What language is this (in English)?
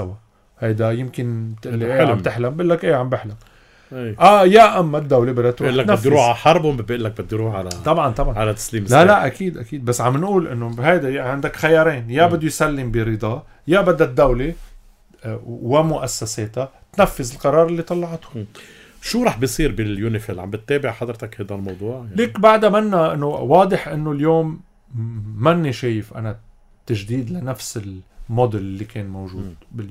North Levantine Arabic